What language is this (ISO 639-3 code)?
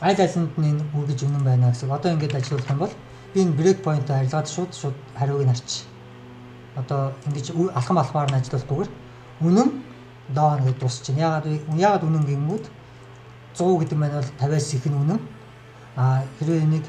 mon